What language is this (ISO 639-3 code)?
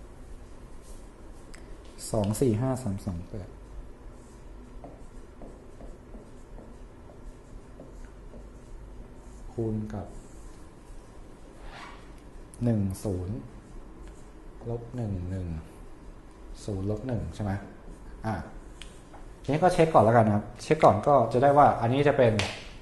tha